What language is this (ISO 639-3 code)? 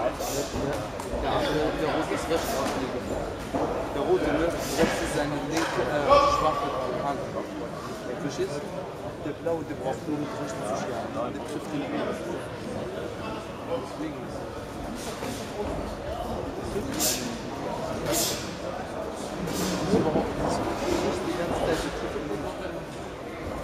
deu